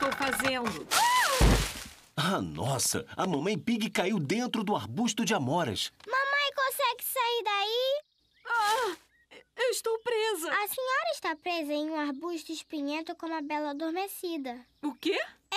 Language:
Portuguese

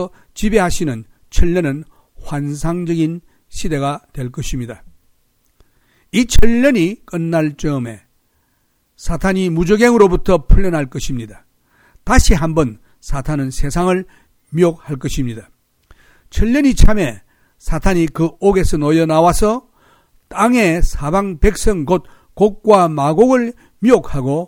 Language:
Korean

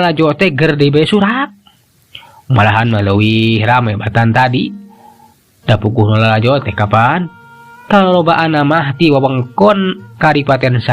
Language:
Sundanese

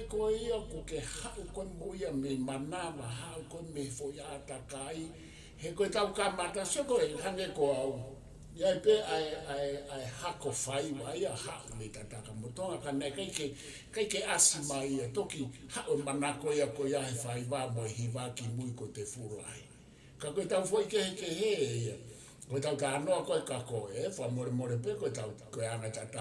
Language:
Tongan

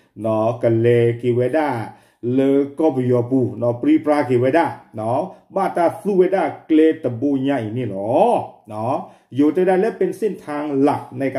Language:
S'gaw Karen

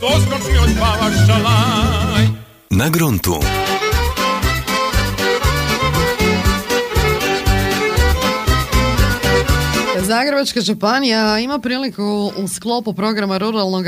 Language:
Croatian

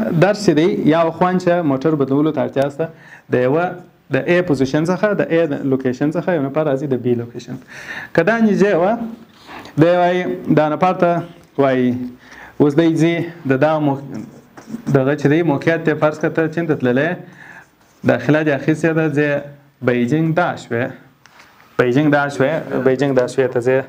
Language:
Pashto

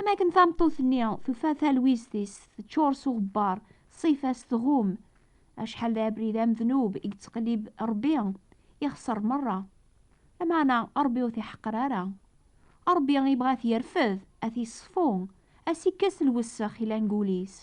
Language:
Kabyle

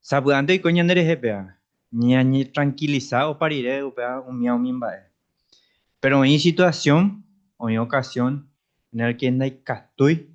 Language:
Guarani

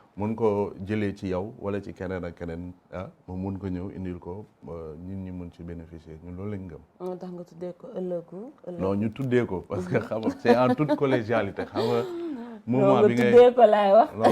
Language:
Wolof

